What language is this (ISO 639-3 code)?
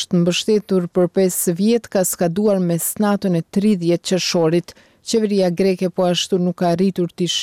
sqi